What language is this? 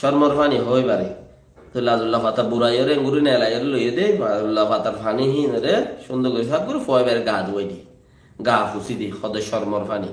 Rohingya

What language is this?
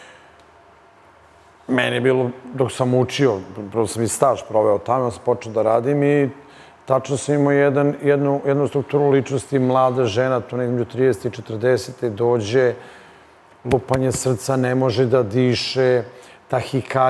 Serbian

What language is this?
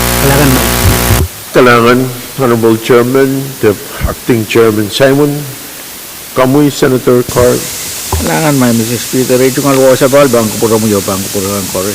Pohnpeian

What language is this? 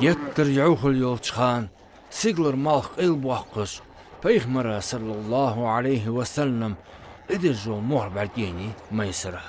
Ingush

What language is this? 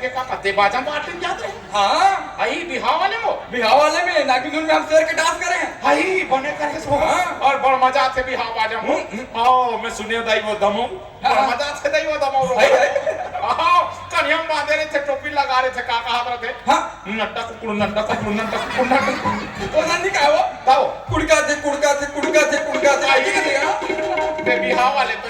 Chhattisgarhi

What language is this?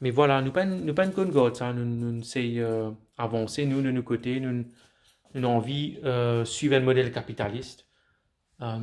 Morisyen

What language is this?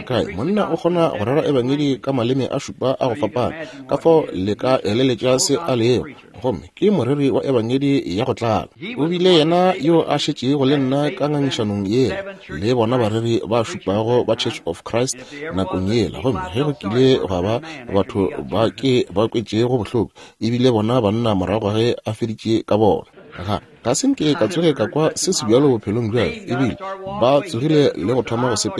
Northern Sotho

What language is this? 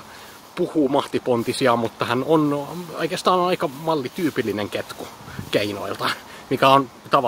Finnish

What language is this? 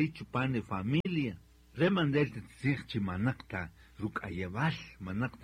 Kaqchikel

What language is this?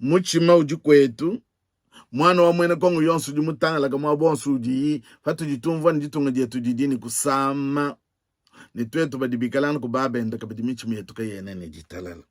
Luba-Lulua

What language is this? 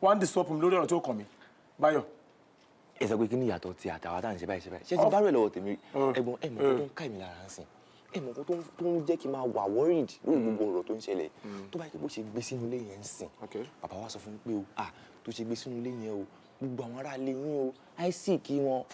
Yoruba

